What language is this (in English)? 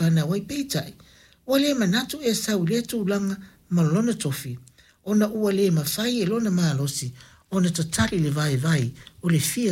Samoan